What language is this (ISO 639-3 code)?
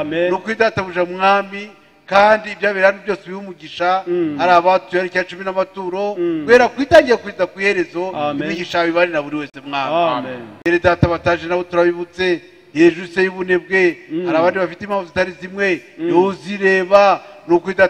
kin